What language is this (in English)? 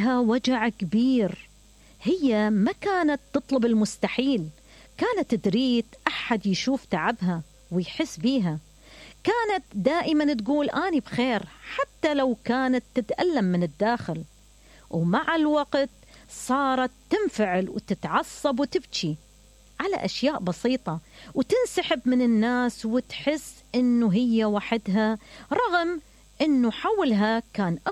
Mesopotamian Arabic